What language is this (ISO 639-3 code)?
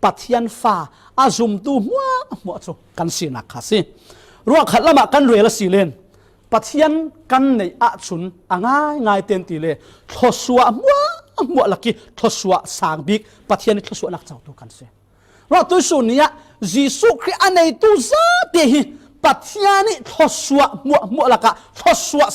cfm